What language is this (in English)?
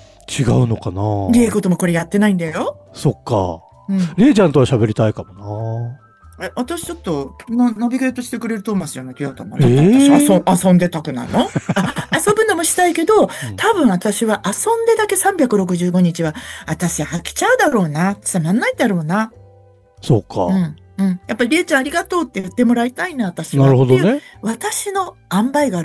Japanese